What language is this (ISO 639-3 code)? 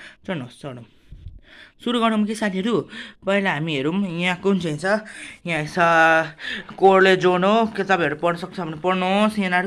nep